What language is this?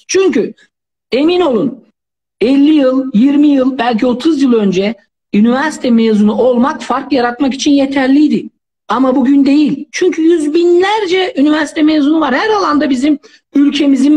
Turkish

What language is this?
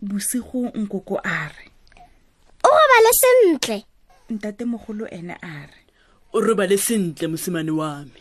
Tswana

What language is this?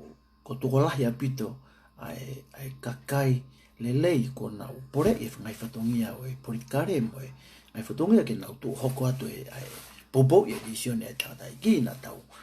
Tongan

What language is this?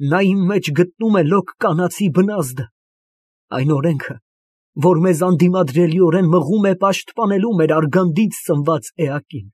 Armenian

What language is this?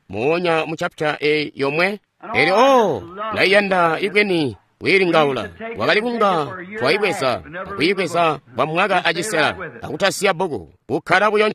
Tonga (Zambia)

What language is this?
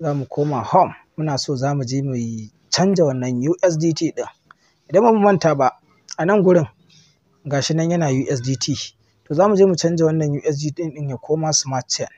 Hausa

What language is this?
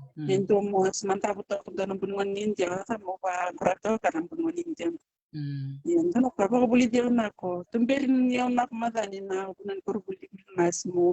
Fijian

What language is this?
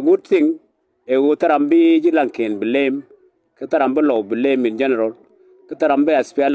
Nuer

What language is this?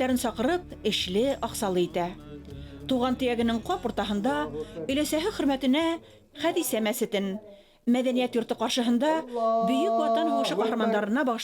Bashkir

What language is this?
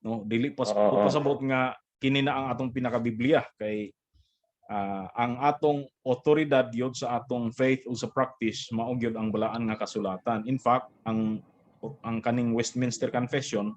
Cebuano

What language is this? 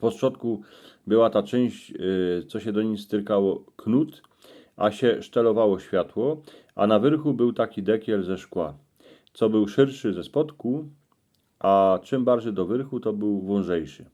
Silesian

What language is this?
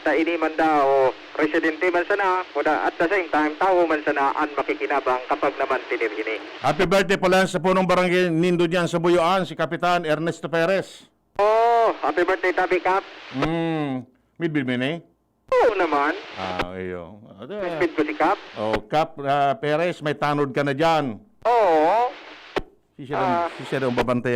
Bikol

